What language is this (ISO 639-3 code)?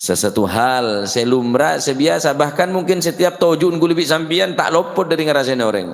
mad